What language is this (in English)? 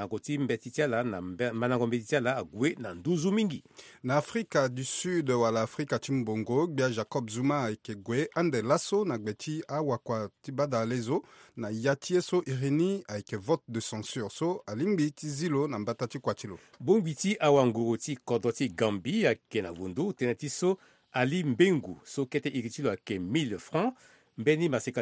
Sango